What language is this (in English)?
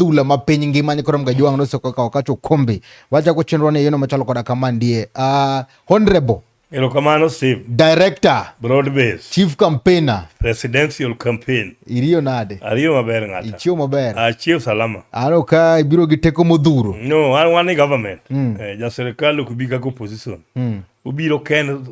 Luo (Kenya and Tanzania)